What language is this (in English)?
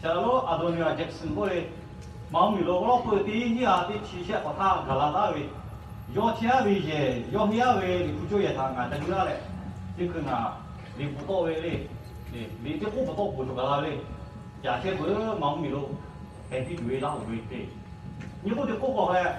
Lahu